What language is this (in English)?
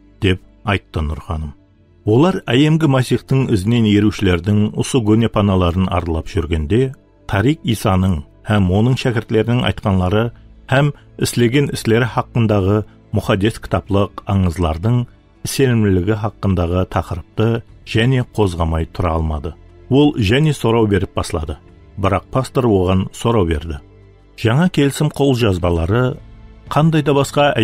Kara-Kalpak